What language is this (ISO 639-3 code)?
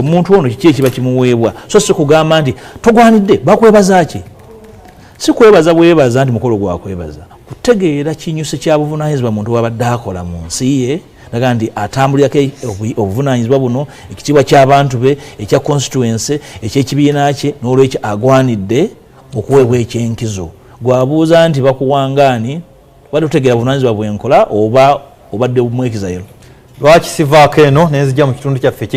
lug